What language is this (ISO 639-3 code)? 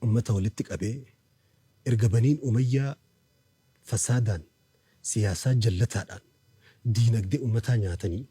orm